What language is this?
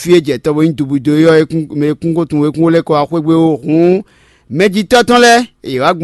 Fon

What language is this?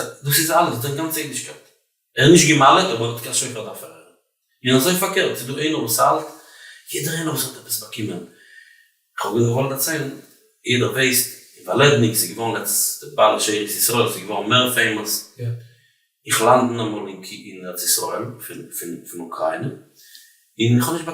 Yiddish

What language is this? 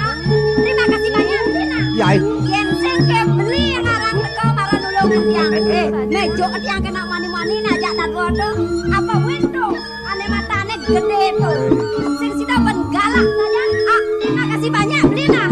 Balinese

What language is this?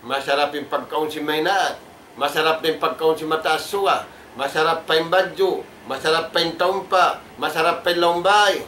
Tausug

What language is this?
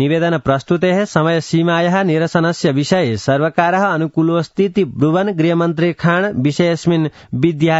Sanskrit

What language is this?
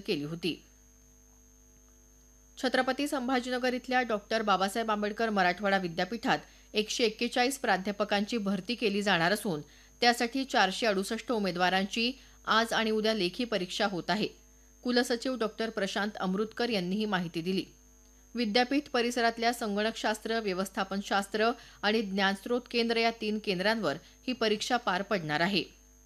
Marathi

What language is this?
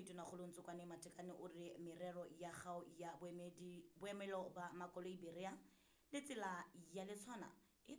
Southern Sotho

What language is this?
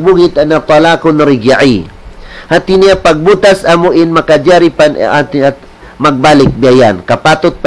Tausug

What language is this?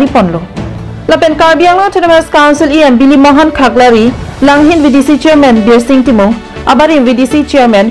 Karbi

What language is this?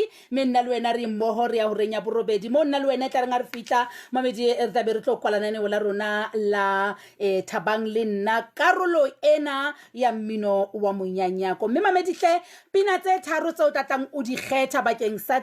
Southern Sotho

